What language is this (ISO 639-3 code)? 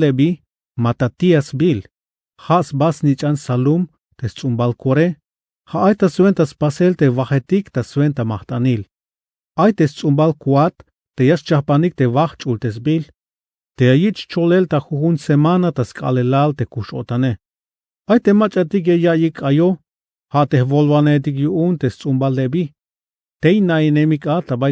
tzh